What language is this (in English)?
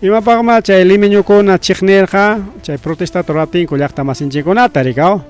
Ayacucho Quechua